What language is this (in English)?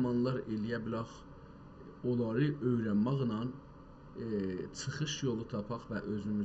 South Azerbaijani